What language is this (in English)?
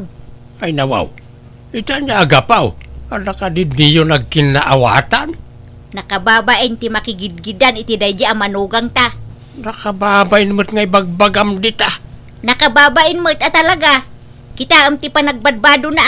Iloko